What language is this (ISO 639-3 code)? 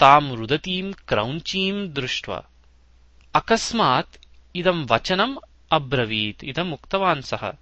san